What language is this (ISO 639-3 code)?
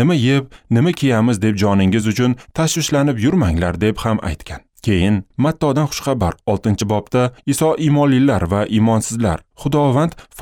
uzb